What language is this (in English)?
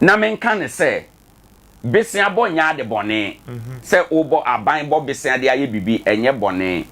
Akan